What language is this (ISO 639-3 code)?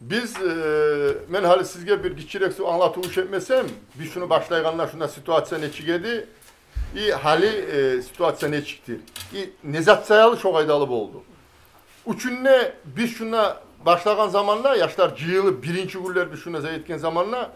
kum